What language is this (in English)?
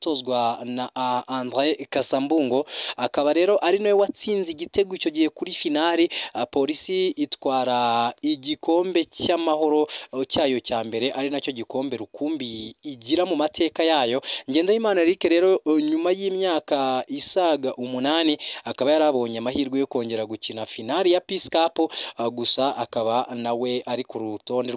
Kinyarwanda